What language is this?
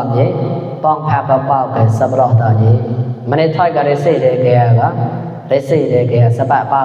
Mon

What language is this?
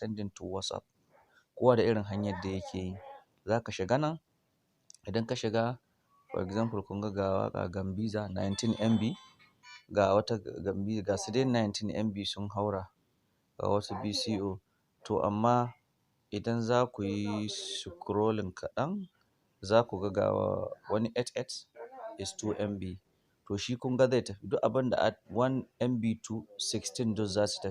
Hausa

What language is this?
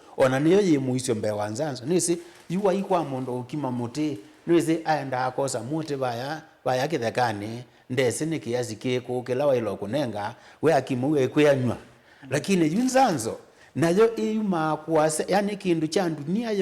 Kamba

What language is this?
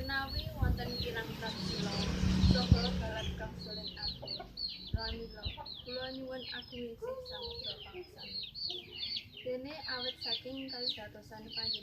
Javanese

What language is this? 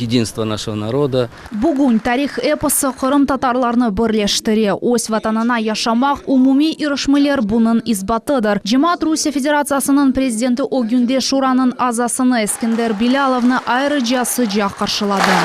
Crimean Tatar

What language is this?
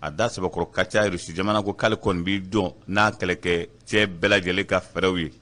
Bambara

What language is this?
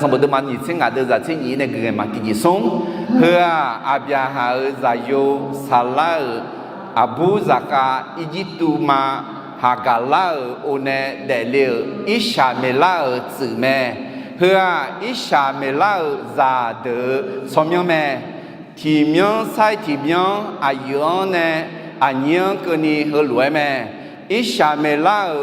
Akha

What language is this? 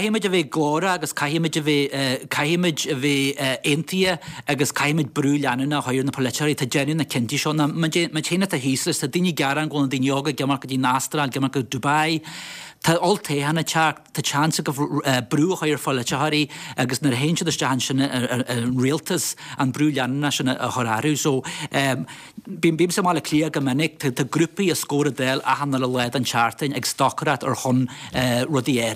Irish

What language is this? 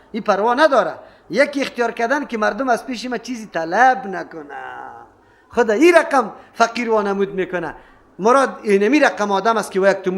Persian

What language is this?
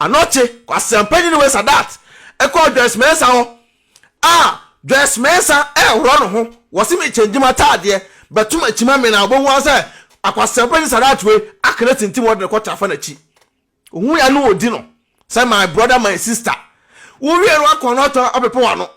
Akan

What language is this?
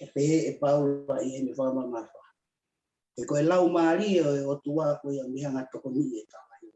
Tongan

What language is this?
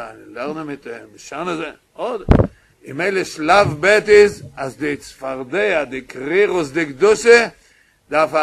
Yiddish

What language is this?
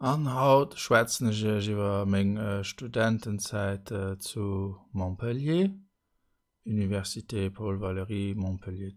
Luxembourgish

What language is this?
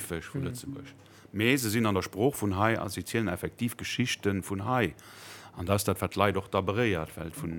Luxembourgish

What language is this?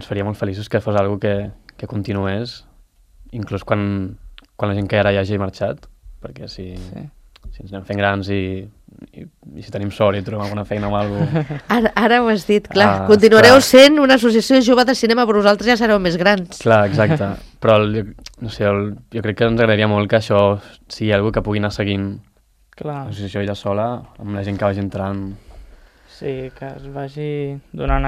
Catalan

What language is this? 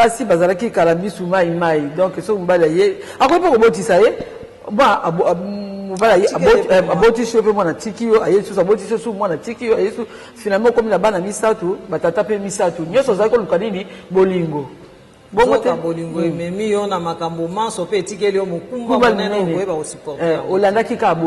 Lingala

